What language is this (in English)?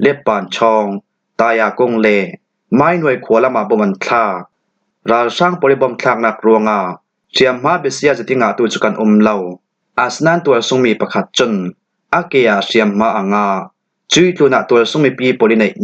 Falam Chin